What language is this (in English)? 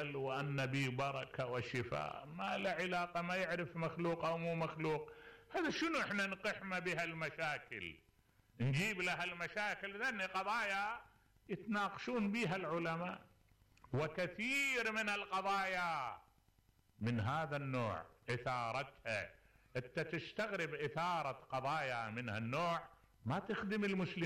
Mesopotamian Arabic